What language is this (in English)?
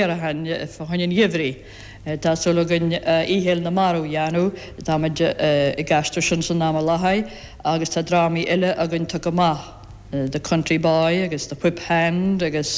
Irish